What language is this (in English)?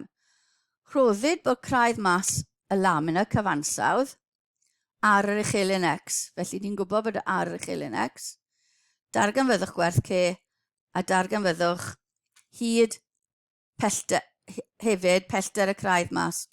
Welsh